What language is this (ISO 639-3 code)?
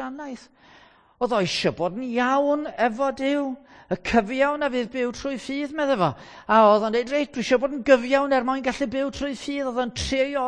cym